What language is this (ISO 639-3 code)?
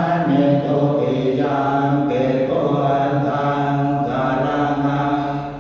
pli